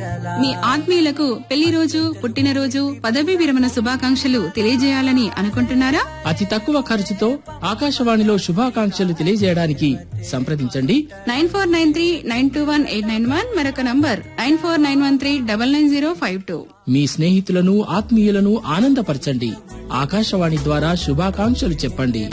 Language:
Telugu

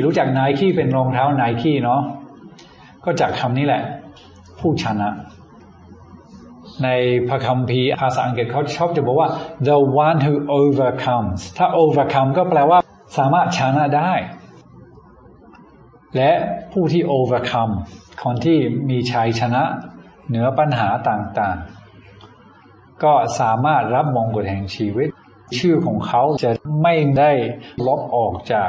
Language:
Thai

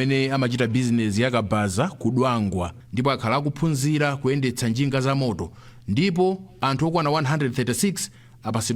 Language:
Nyanja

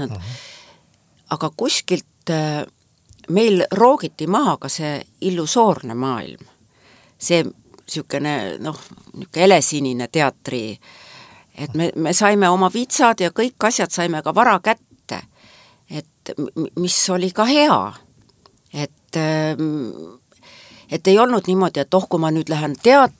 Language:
Estonian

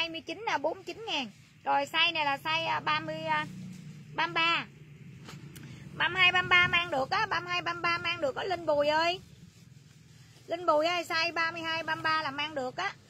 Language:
Vietnamese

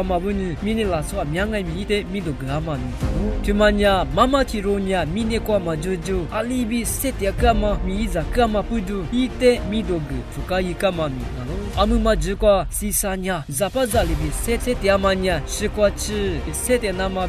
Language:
Lisu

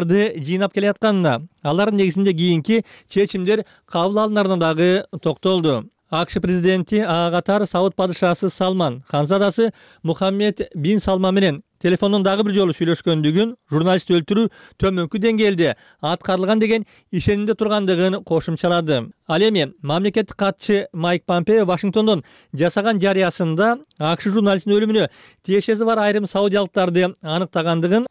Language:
Kyrgyz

